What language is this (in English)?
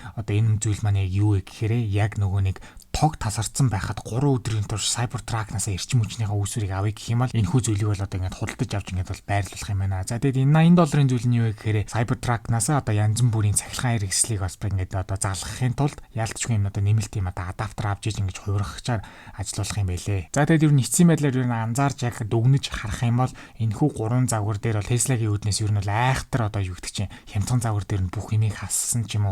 Mongolian